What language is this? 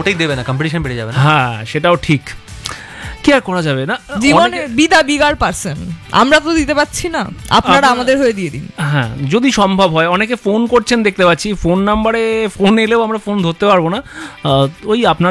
Bangla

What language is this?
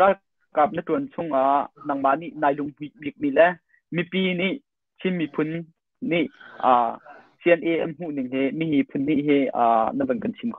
Hakha Chin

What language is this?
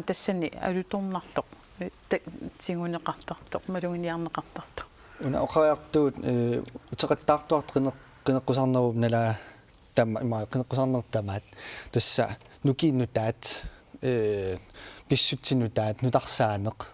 Kalaallisut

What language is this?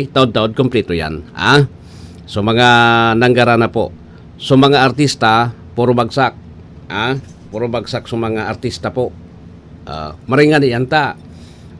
Bikol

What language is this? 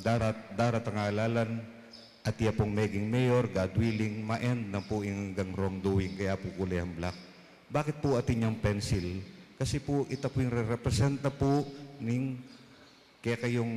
Pampanga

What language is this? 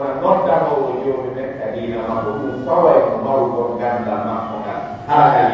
Pular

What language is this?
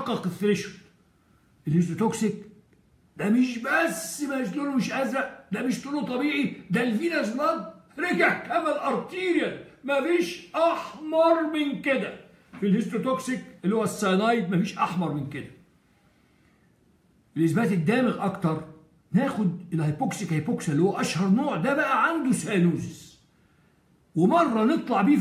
Egyptian Arabic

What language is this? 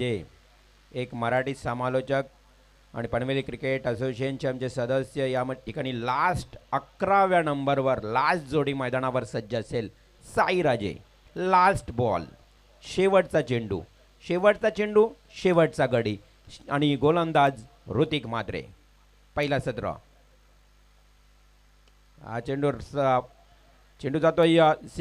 Marathi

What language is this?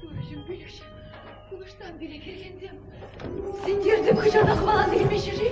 Chuvash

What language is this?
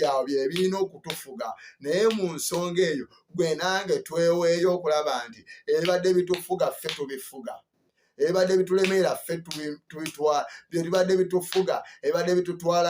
Ganda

